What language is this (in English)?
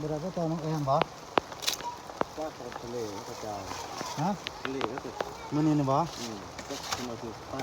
Northeastern Thai